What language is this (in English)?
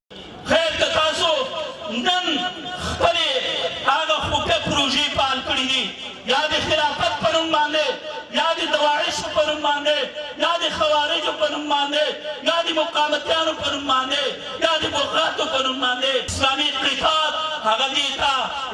Pashto